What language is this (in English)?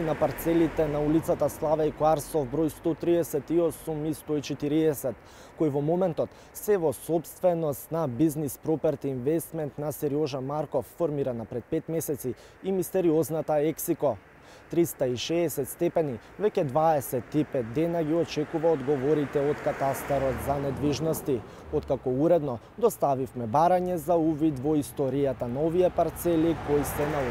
Macedonian